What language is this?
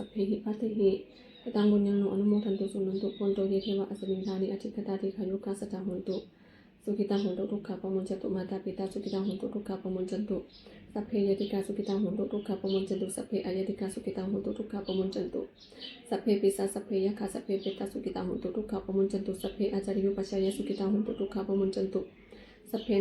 Pali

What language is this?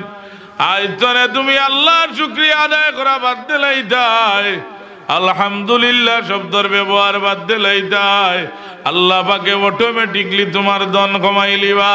Sylheti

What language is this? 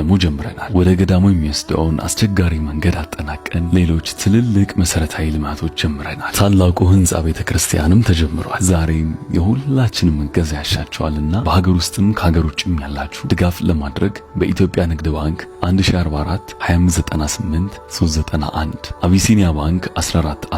Amharic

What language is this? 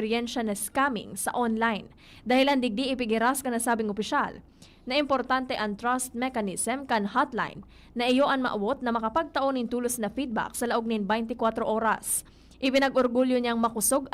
Bikol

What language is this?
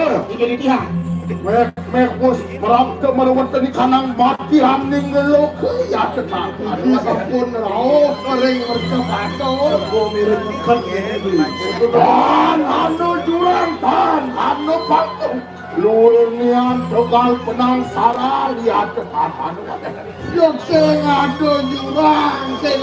Balinese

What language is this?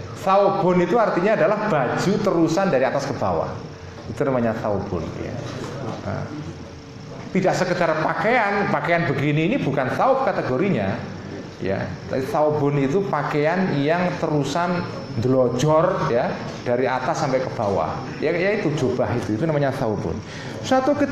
Indonesian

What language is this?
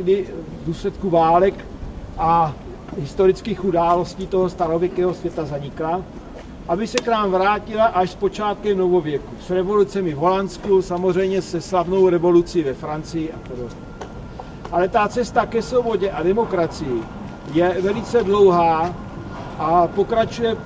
Czech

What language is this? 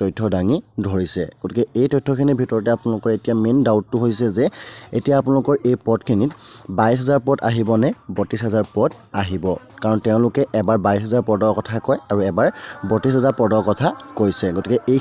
Assamese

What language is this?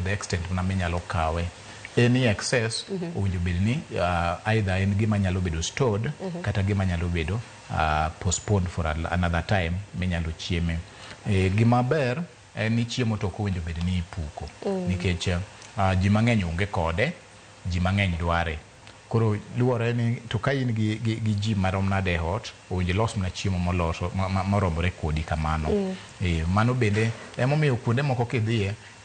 Luo (Kenya and Tanzania)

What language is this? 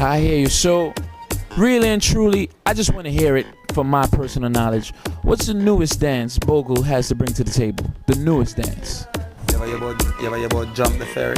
Jamaican Creole English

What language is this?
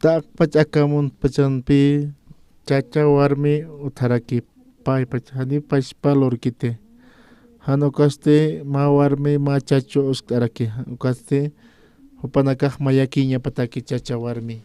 Aymara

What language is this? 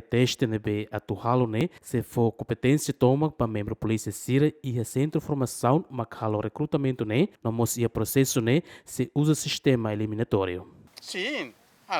Tetum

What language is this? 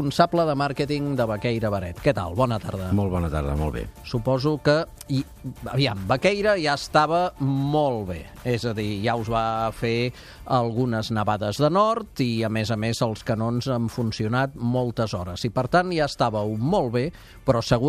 Catalan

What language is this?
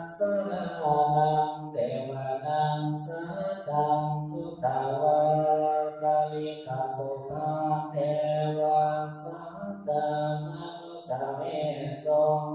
Pali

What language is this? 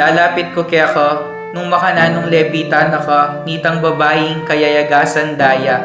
Pampanga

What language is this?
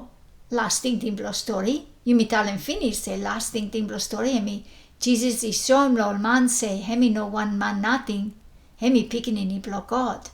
Bislama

